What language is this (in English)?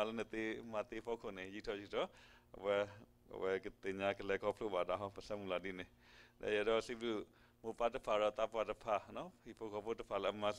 S'gaw Karen